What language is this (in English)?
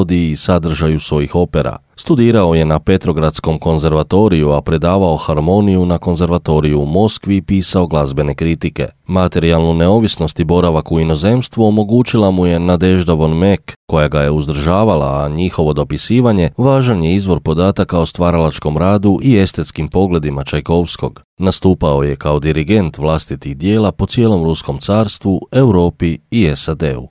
Croatian